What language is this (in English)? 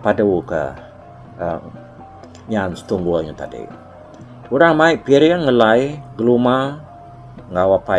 Iban